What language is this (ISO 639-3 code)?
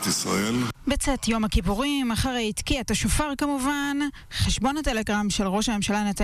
heb